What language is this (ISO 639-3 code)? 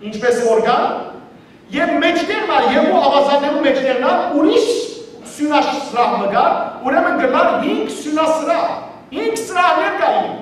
hyw